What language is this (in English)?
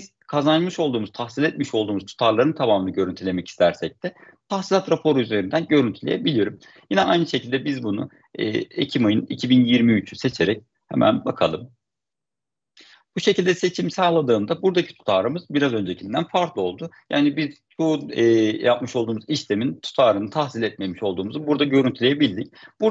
Turkish